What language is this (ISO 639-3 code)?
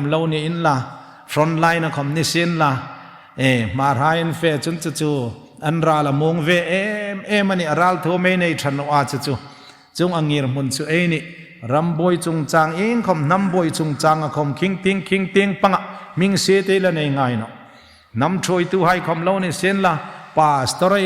hmr